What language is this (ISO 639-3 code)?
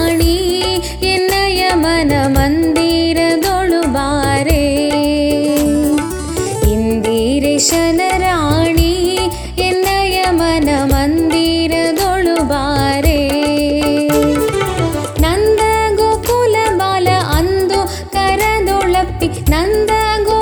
kan